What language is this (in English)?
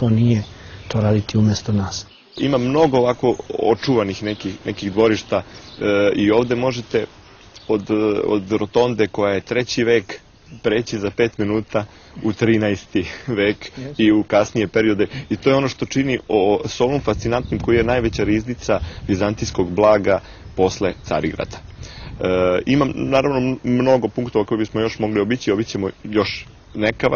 Serbian